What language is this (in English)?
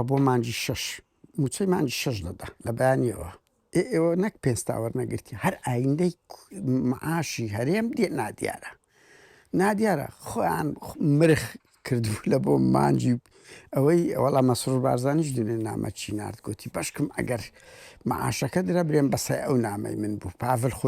Central Kurdish